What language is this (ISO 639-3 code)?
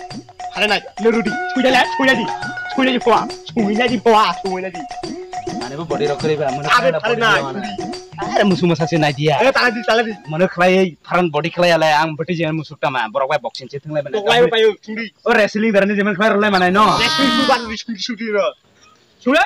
trp